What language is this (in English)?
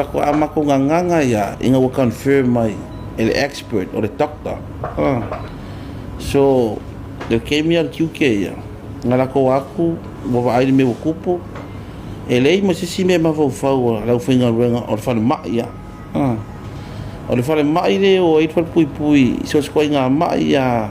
Samoan